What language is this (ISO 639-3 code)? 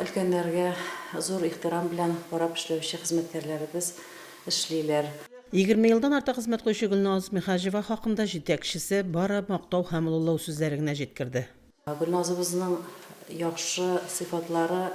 tat